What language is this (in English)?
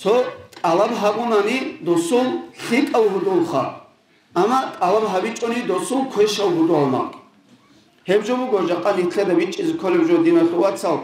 Avaric